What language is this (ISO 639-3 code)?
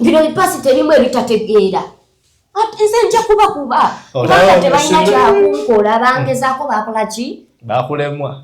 lug